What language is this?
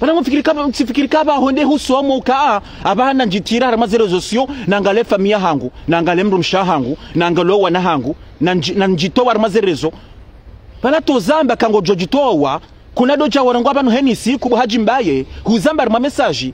Ngazidja Comorian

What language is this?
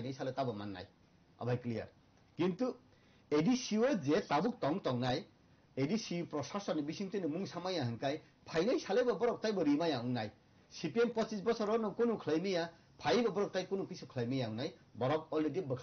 Kok Borok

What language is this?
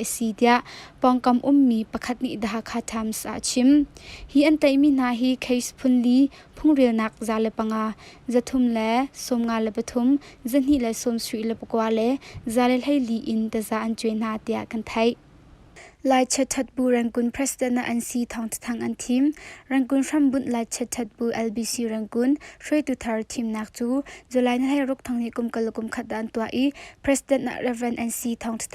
Hakha Chin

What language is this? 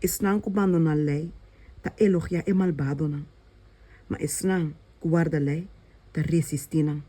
Papiamento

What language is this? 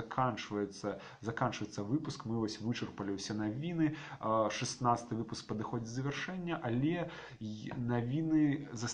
Belarusian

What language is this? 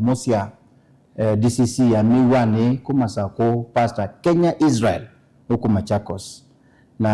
Kamba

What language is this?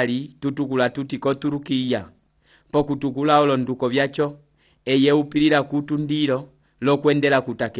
Umbundu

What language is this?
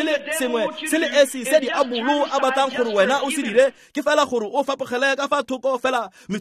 Tswana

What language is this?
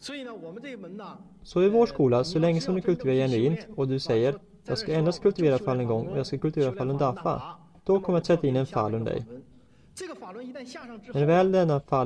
Swedish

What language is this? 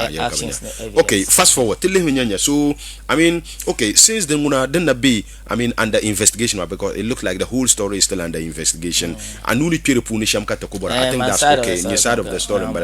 Dagbani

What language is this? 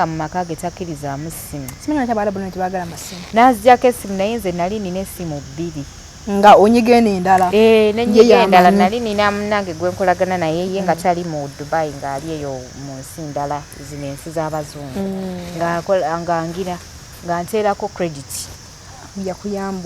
Ganda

